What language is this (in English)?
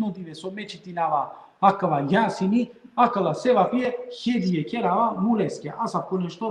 Balkan Romani